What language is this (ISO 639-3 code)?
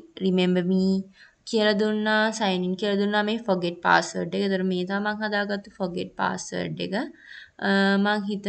sin